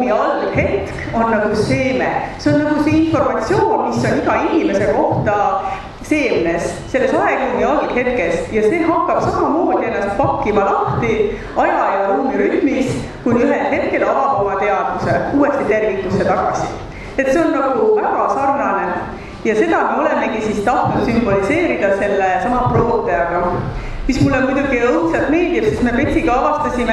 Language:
Estonian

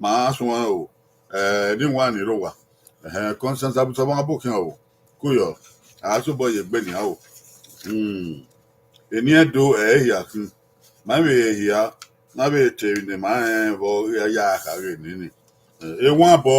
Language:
Bini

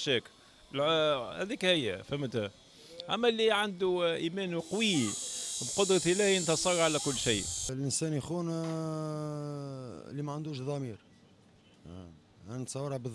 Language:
Tunisian Arabic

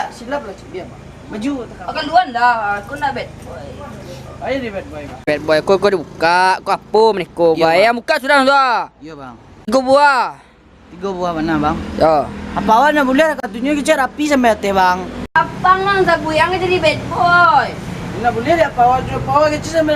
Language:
Minangkabau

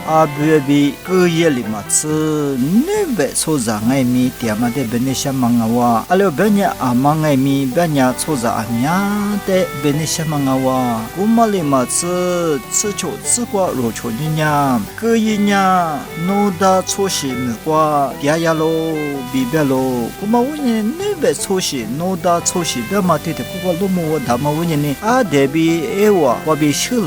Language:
Lisu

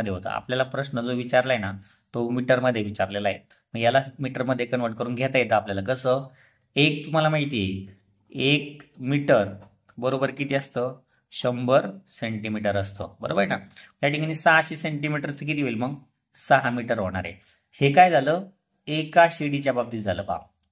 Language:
Marathi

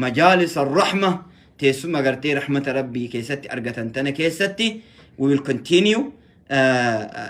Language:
Oromo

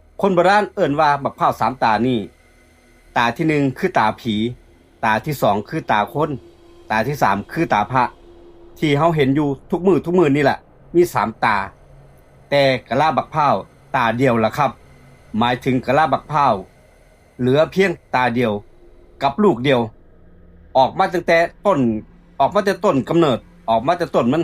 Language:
Northeastern Thai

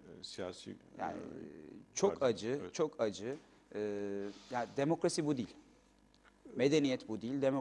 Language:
Turkish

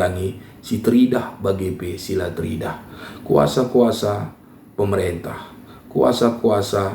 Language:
Batak Karo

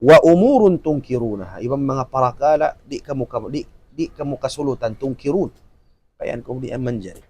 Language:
Tausug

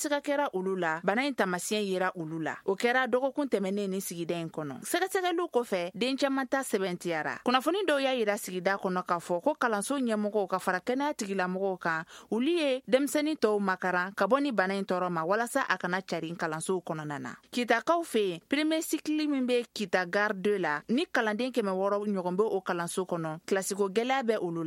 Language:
Bambara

